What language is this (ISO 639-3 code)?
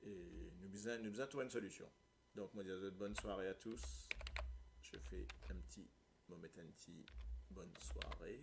mfe